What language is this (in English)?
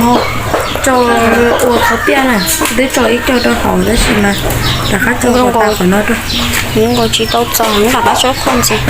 Hmong